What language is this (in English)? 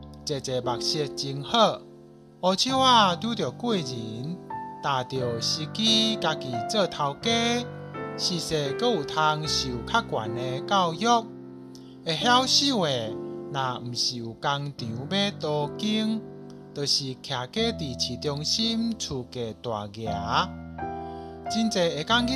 Min Nan Chinese